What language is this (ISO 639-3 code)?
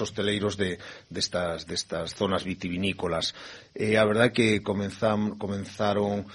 glg